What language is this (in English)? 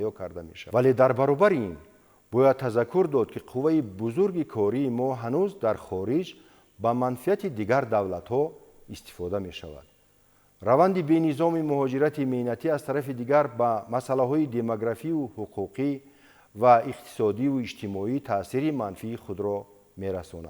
Tajik